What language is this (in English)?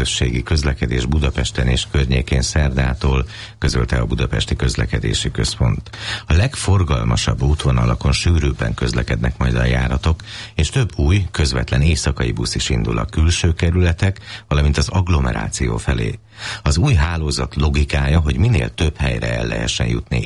Hungarian